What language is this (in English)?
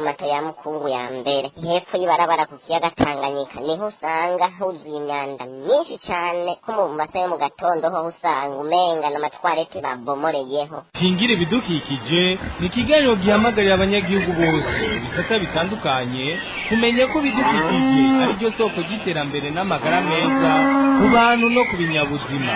Rundi